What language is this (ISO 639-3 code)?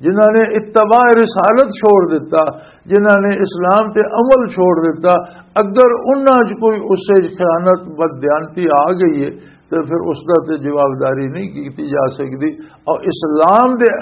lah